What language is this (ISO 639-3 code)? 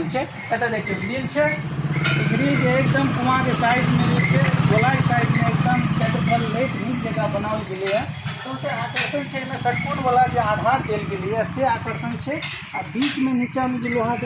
mai